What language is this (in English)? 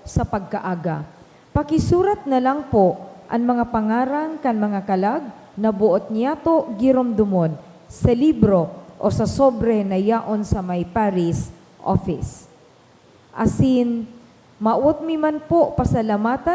Bikol